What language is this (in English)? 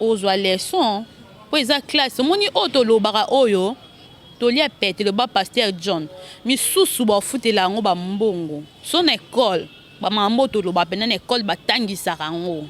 Lingala